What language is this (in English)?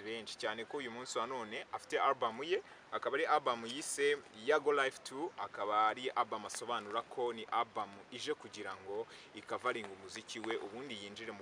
Kinyarwanda